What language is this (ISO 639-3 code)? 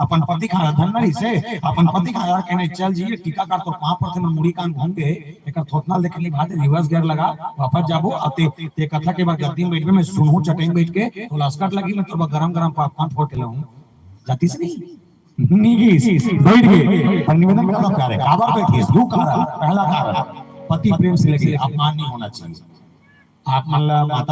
hne